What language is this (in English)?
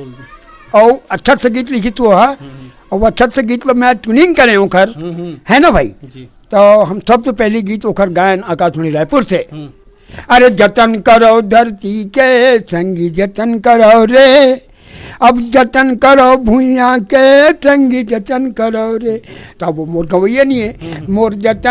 Chhattisgarhi